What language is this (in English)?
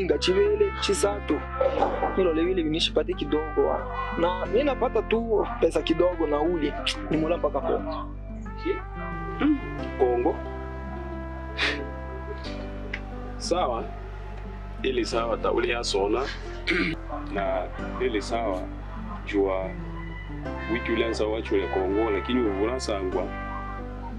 Swahili